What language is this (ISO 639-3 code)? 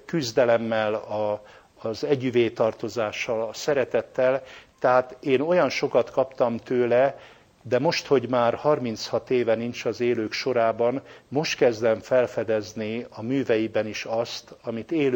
hun